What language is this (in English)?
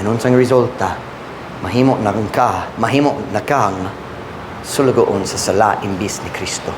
Cebuano